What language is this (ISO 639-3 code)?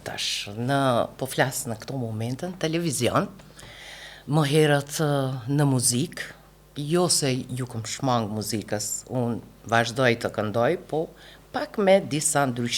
sqi